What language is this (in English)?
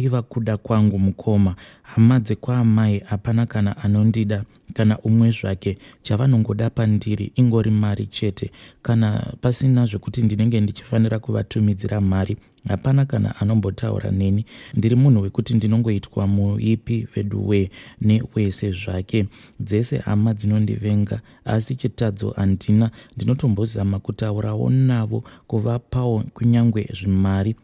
Shona